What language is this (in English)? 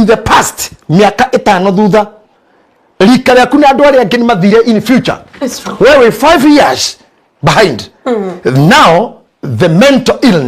Kikuyu